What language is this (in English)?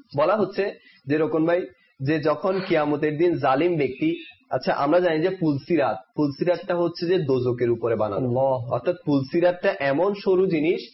Bangla